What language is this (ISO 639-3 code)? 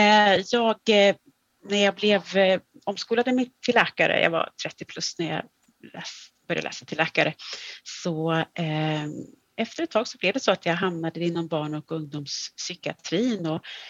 swe